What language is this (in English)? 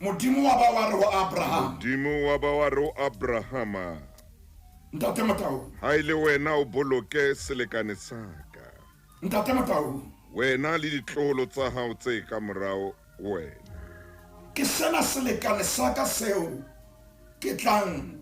Southern Sotho